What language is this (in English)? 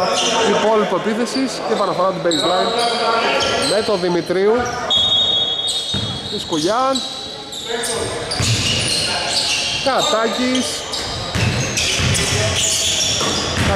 Greek